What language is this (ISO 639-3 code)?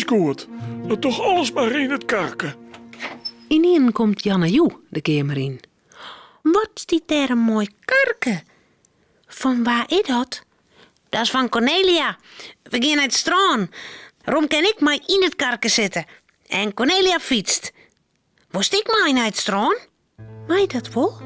fry